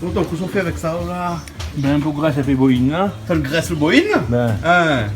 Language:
Réunion Creole French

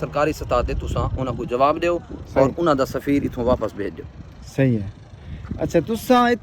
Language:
Saraiki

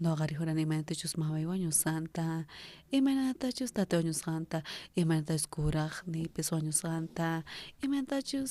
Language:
South Bolivian Quechua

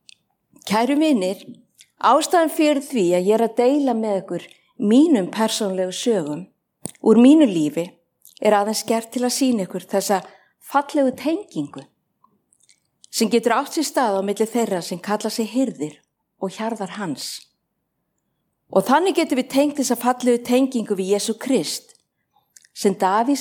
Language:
Icelandic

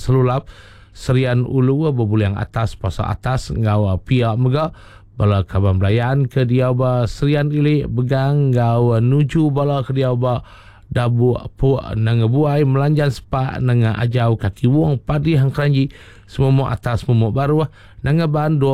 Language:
Iban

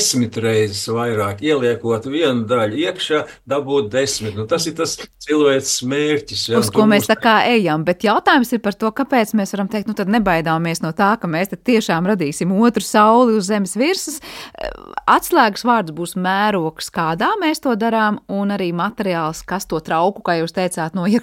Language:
Latvian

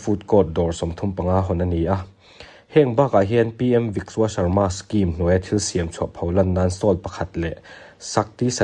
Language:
Mizo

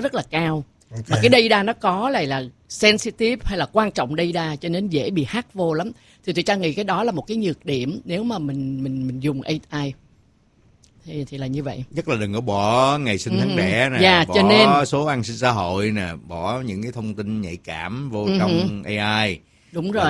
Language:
Vietnamese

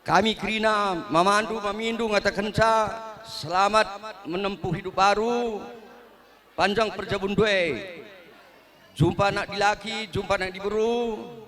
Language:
Batak Karo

